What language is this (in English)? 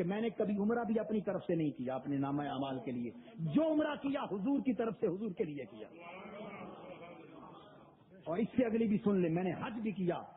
Urdu